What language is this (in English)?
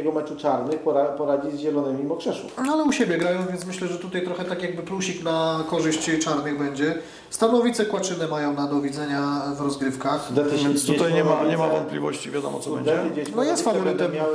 Polish